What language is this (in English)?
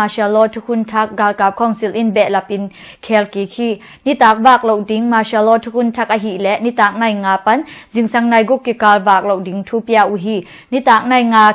Tedim Chin